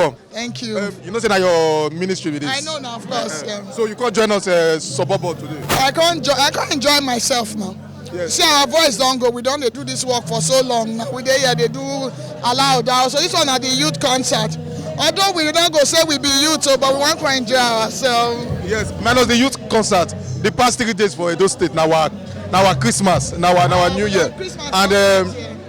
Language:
Nigerian Pidgin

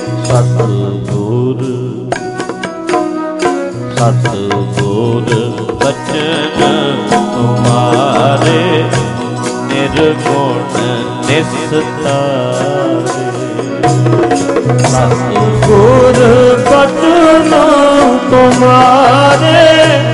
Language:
Punjabi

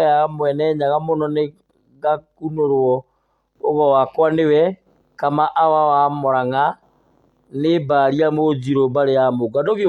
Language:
Kikuyu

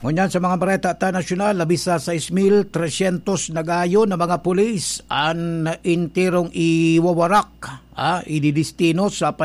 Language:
Bikol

